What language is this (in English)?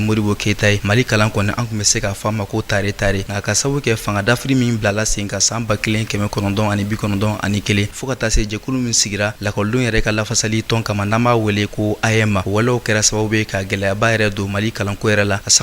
Bambara